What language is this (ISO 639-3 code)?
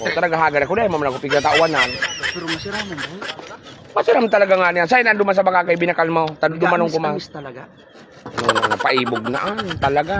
bik